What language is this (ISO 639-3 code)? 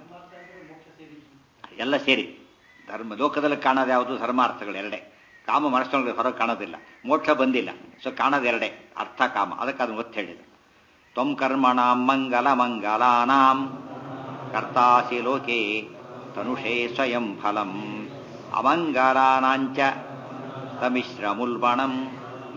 kan